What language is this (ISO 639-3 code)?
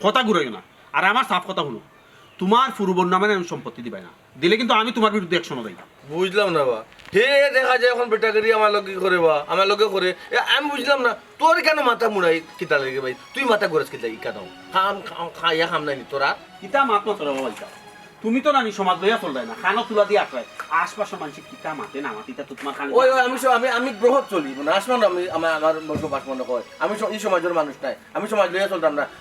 syl